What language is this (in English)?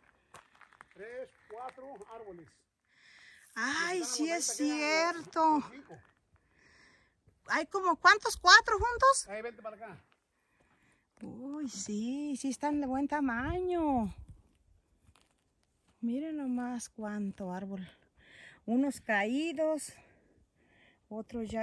Spanish